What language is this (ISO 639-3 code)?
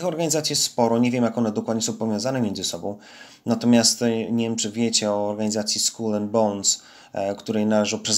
pol